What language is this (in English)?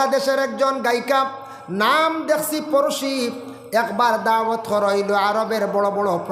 Sylheti